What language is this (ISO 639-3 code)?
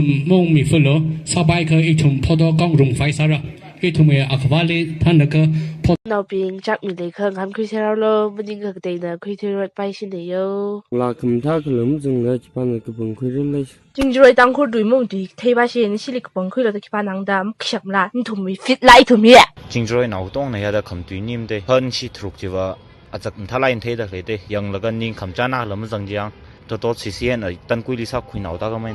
nmf